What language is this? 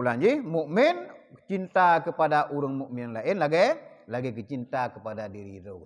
Achinese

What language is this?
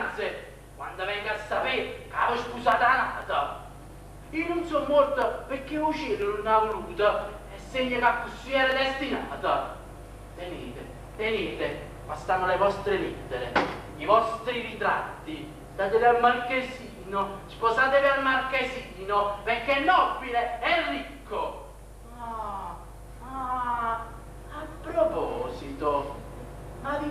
Neapolitan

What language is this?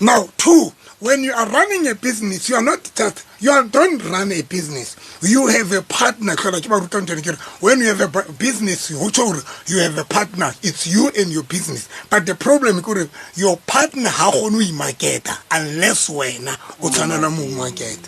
Southern Sotho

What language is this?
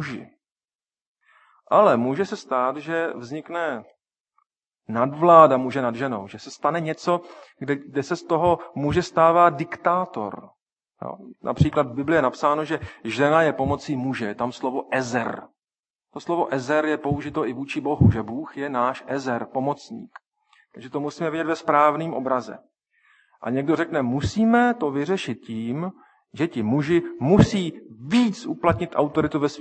Czech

